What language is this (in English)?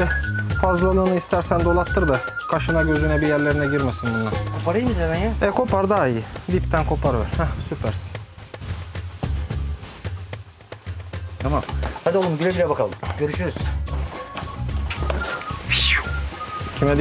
Turkish